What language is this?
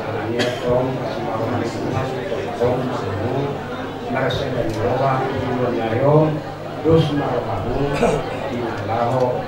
Batak Toba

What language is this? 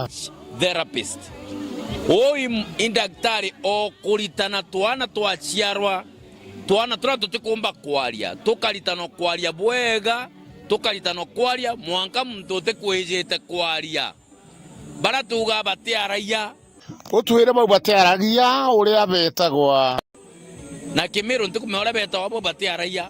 Meru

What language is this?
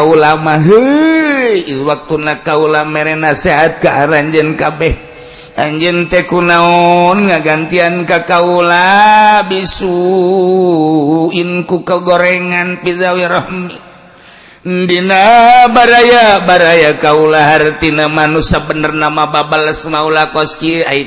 Sundanese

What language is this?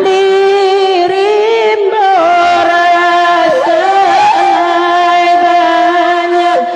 Minangkabau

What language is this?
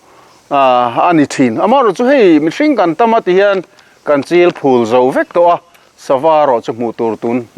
Mizo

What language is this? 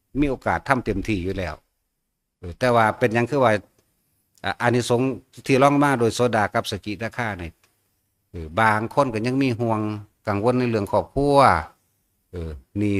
Northeastern Thai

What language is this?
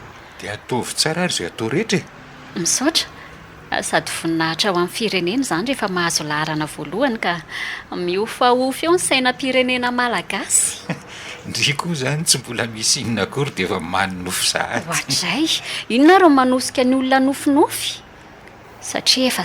Malagasy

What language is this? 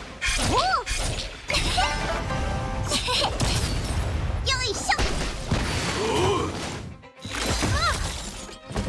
Japanese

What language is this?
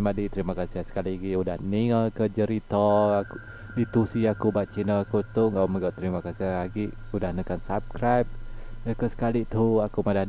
Iban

